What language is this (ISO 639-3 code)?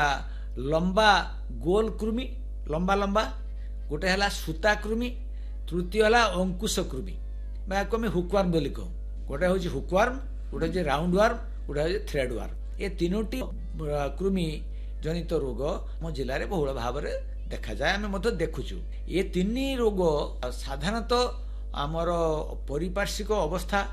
ori